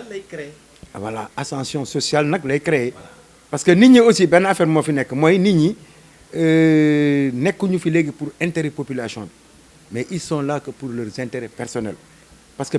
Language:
Wolof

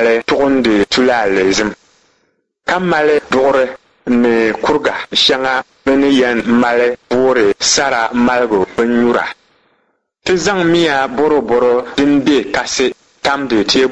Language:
Dagbani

